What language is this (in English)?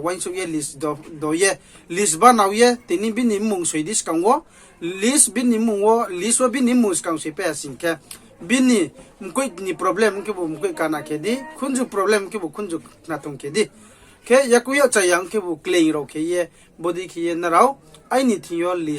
Riang (India)